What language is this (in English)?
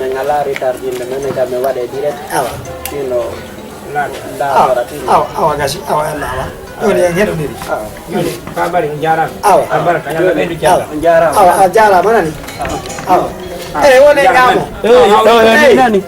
Fula